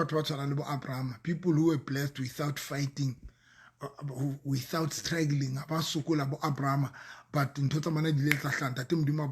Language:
Southern Sotho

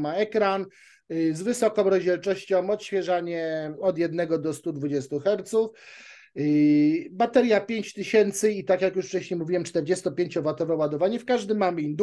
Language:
Polish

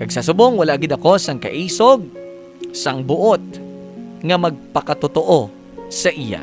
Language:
Hiligaynon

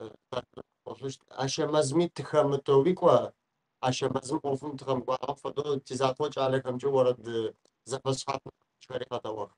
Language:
Adyghe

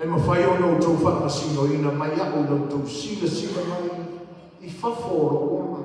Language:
Samoan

